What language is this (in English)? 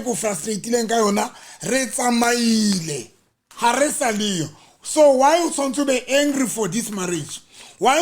Southern Sotho